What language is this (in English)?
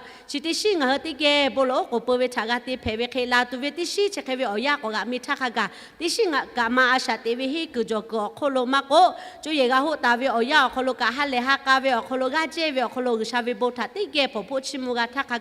Lahu